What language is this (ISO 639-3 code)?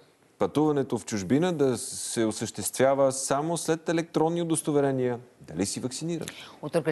bul